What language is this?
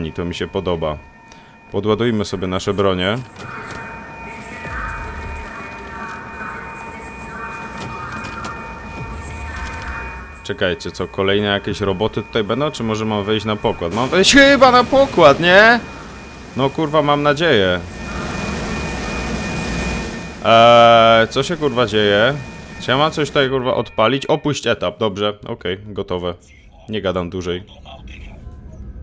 Polish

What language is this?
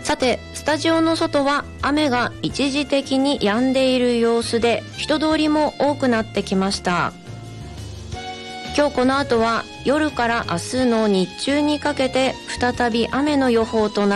Japanese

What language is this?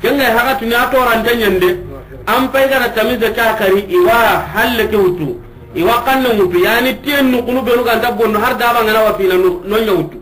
Soninke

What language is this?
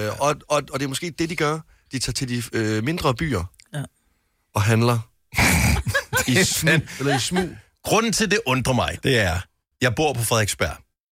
Danish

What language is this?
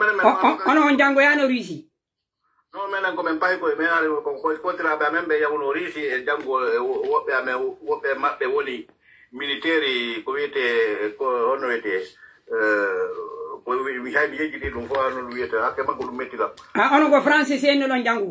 Pular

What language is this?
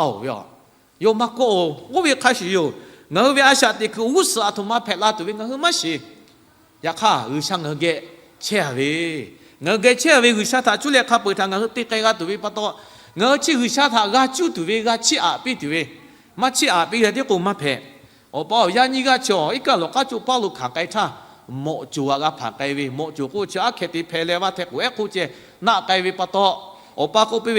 Lahu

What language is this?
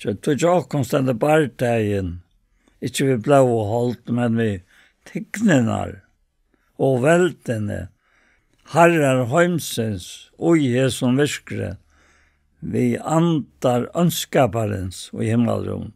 Faroese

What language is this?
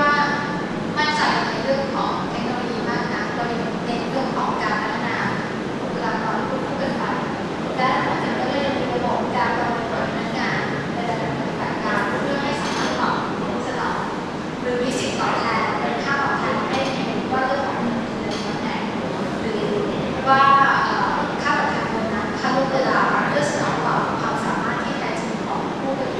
Thai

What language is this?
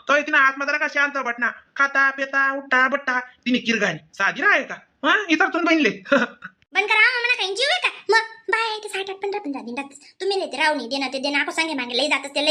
Khandesi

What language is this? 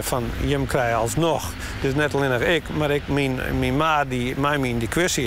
Western Frisian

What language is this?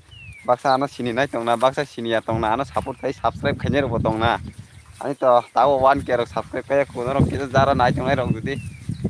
Kok Borok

